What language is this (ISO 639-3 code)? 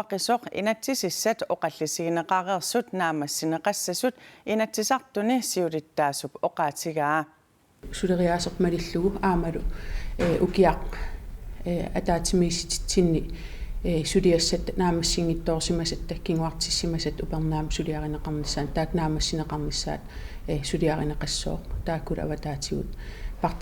kal